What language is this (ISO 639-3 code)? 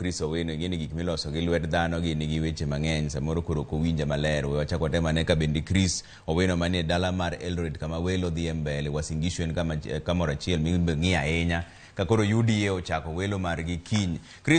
luo